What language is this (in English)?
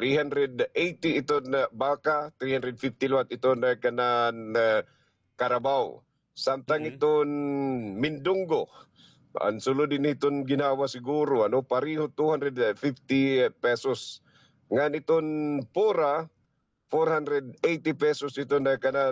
Waray